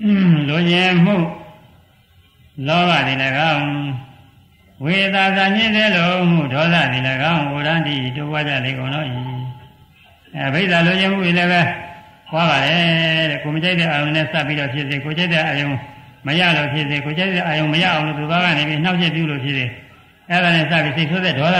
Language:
Burmese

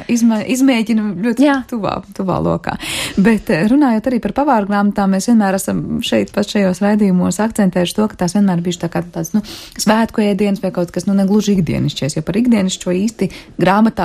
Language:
Latvian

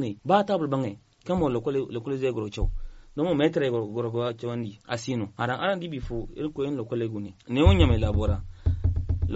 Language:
Zarma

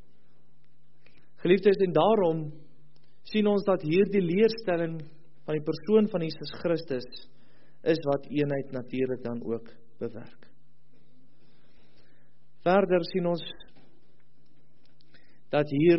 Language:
Afrikaans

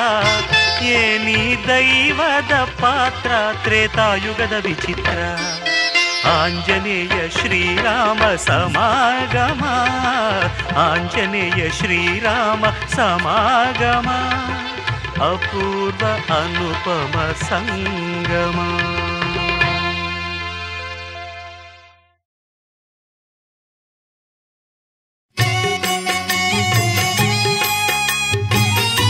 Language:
Kannada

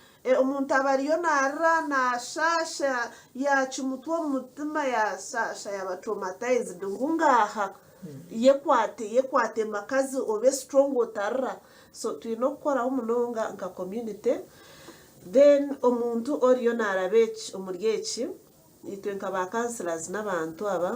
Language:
Nyankole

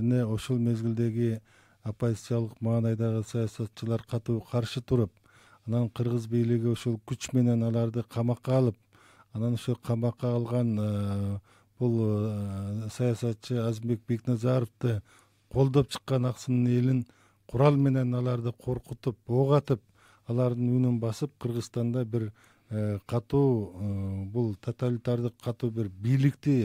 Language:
Kyrgyz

